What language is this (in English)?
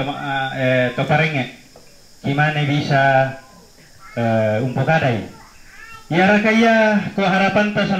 Toraja-Sa'dan